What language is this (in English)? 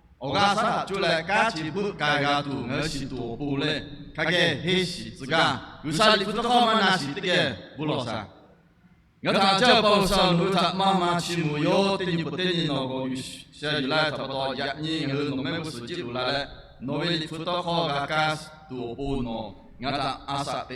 Lahu